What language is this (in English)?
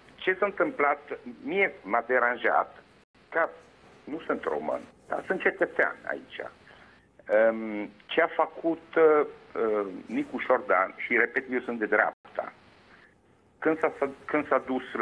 Romanian